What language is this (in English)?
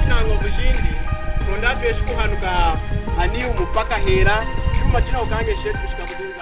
Lunda